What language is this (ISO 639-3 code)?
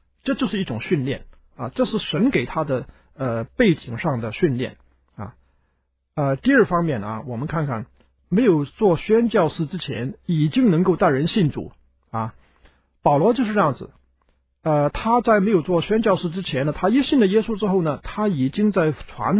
zho